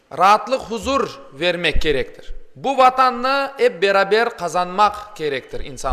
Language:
Crimean Tatar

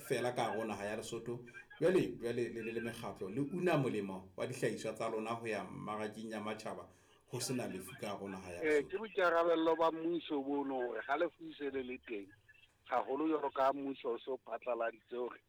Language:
Southern Sotho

